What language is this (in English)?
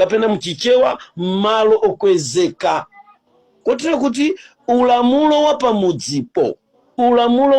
Nyanja